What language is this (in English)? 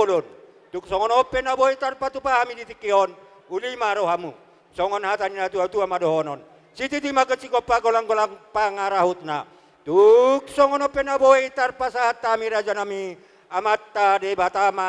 Batak Toba